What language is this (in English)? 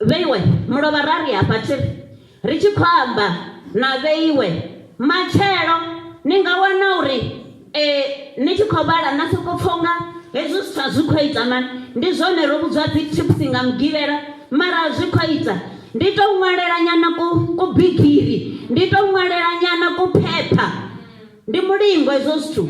Venda